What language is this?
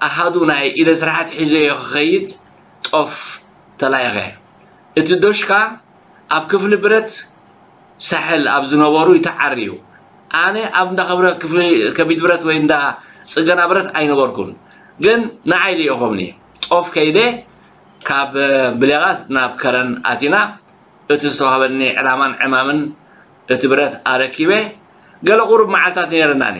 Tigrinya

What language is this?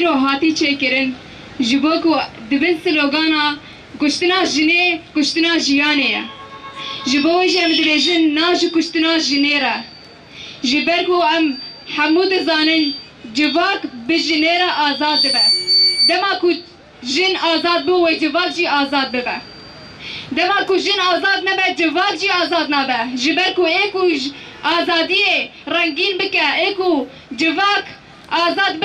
Kurdish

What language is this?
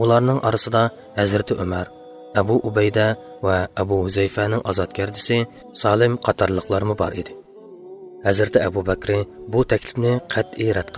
Uyghur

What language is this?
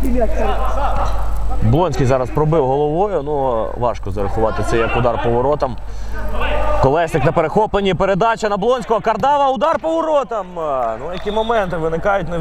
Ukrainian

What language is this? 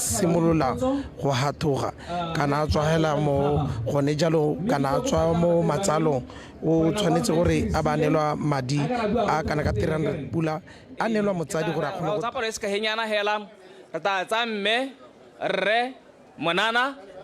Tswana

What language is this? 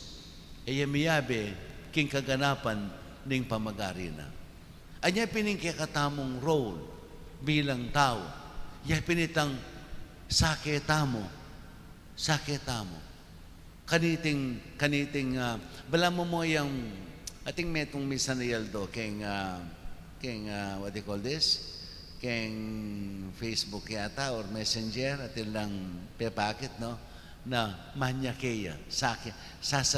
Pampanga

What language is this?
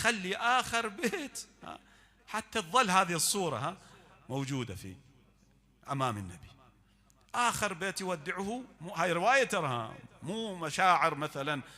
Mesopotamian Arabic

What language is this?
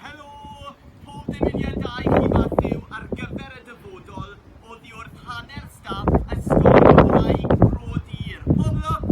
Welsh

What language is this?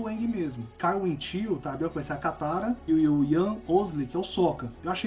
Portuguese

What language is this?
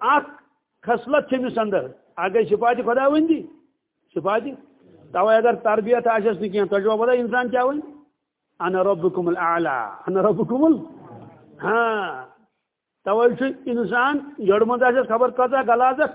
Kashmiri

